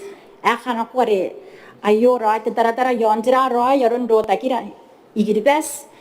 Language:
Gilbertese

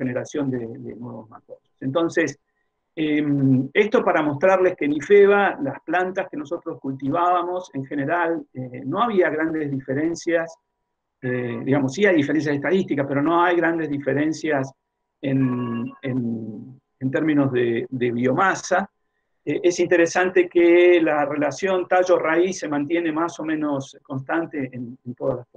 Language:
Spanish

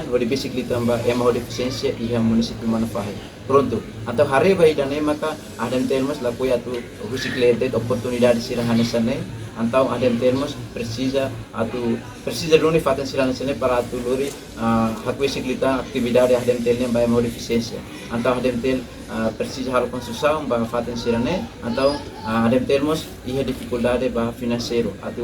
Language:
Tetum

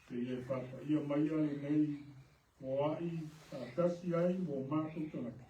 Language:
Samoan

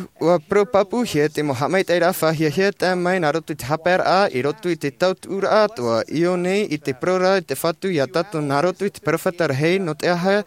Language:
Tahitian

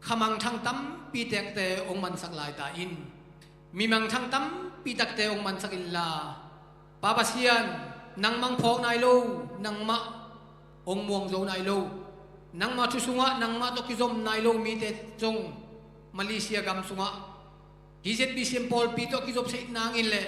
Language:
Tedim Chin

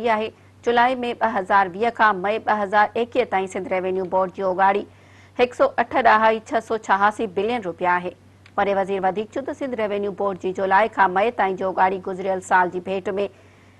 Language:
Sindhi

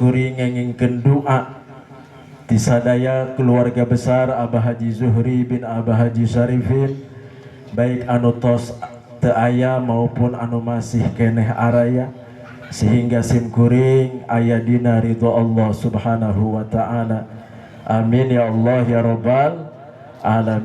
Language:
Sundanese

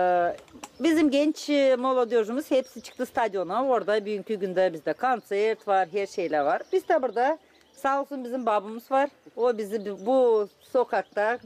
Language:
Gagauz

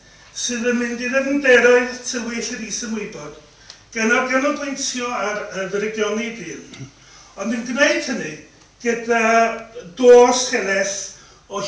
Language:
Welsh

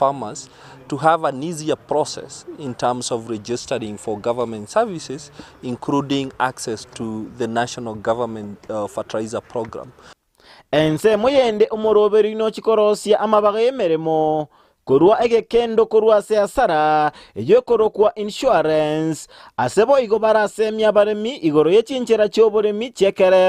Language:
Gusii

